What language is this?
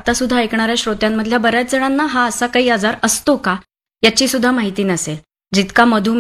Marathi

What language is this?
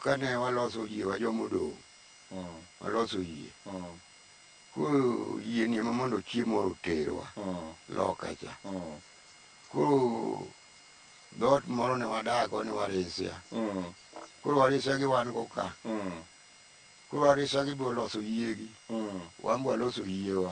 Luo (Kenya and Tanzania)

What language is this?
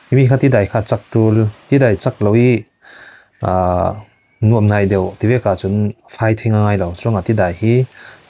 Falam Chin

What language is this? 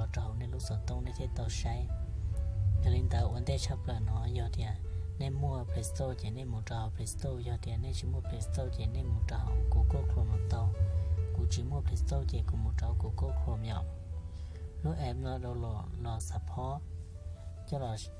Hmong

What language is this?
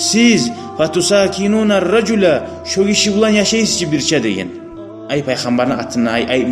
Kumyk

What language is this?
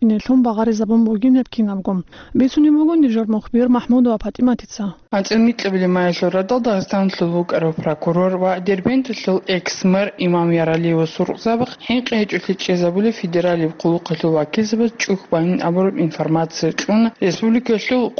Avaric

